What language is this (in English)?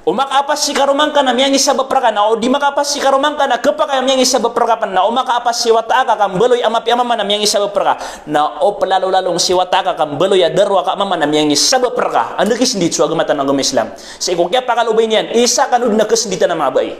Maranao